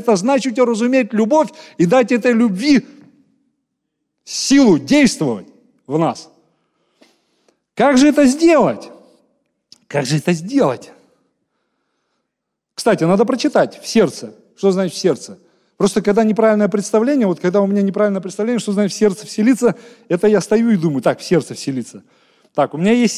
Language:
Russian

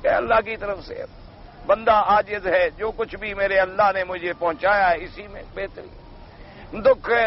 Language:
Urdu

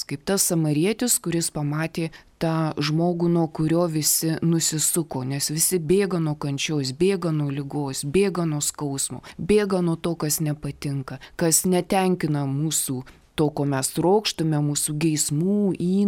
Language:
Lithuanian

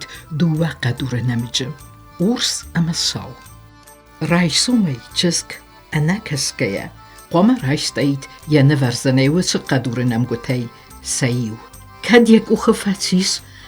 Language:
Ossetic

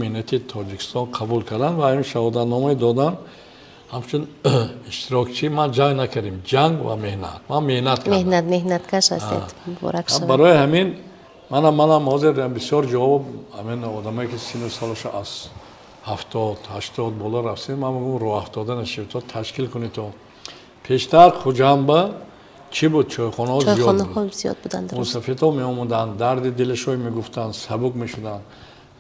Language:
Tajik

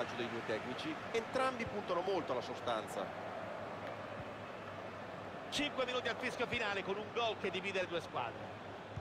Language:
Italian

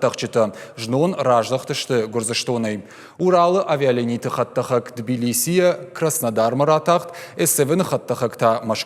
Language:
Ossetic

